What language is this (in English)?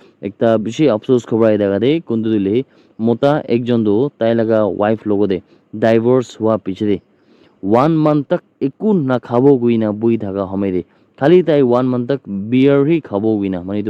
Naga Pidgin